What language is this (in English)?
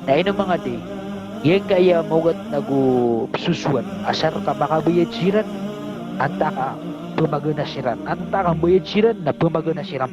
Maranao